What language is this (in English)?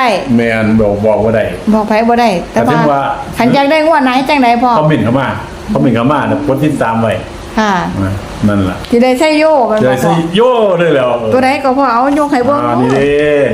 Northeastern Thai